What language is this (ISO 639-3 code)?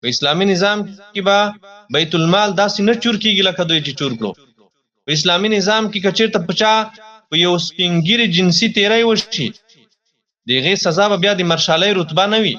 pus